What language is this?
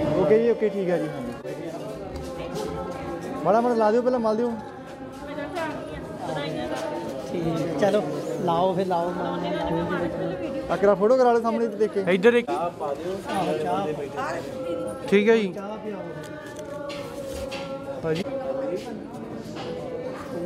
Punjabi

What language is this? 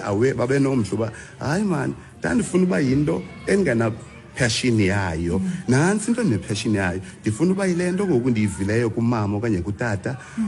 Xhosa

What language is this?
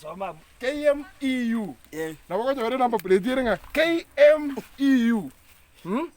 Gusii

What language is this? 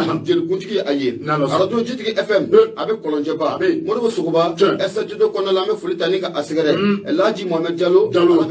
Bambara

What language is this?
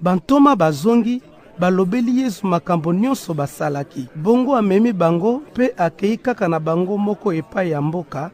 Lingala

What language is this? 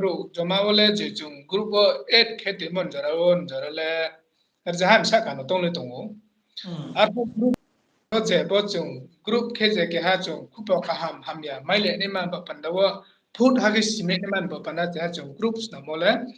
Riang (India)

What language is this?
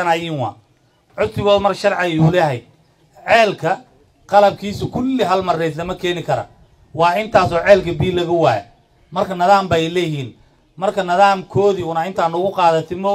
Somali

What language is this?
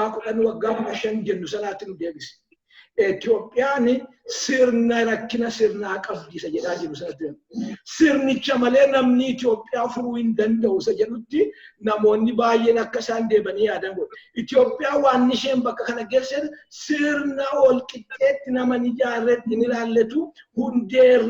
Oromo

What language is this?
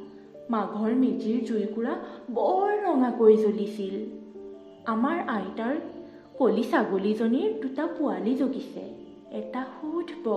Assamese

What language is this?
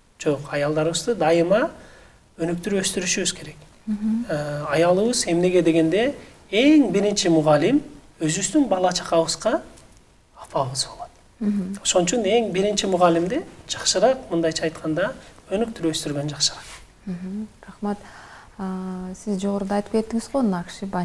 Kyrgyz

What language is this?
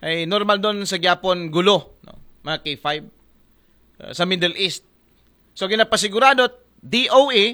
Aklanon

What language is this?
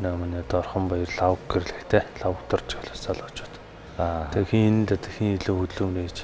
Mongolian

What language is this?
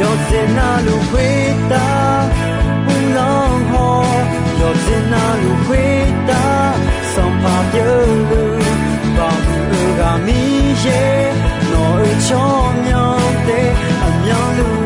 Akha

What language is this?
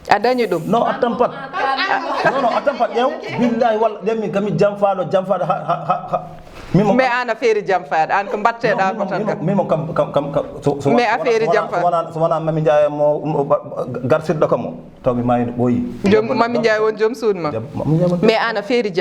Fula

